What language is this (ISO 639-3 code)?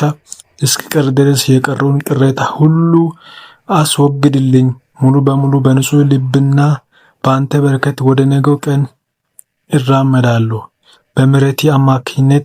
amh